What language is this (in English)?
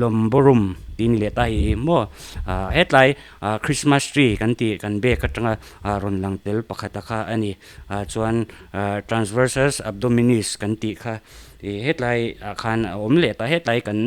Mizo